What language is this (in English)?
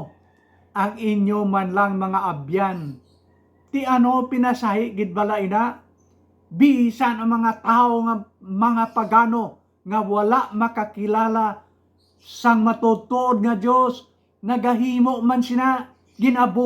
Hiligaynon